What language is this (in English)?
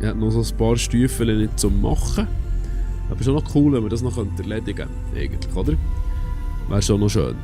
Swiss German